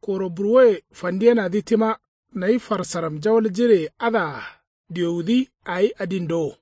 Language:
Kanuri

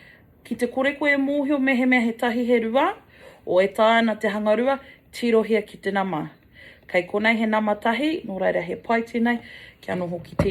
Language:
Māori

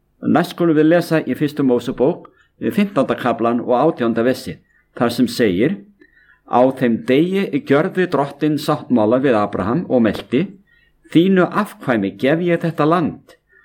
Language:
Icelandic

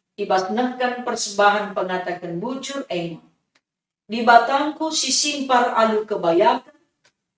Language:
Batak Karo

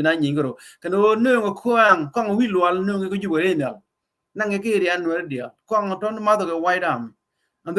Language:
Nuer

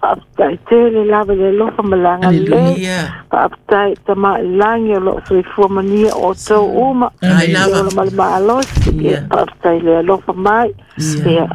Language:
Samoan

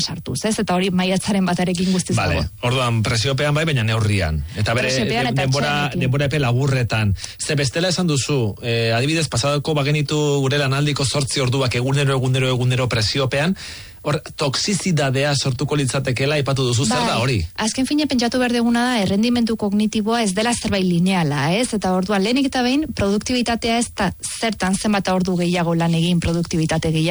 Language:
Basque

